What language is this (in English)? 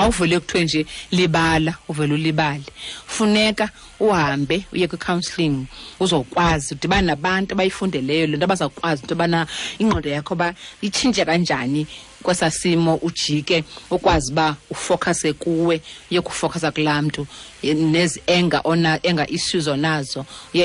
Xhosa